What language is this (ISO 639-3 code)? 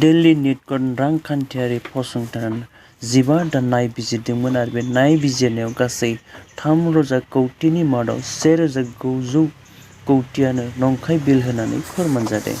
brx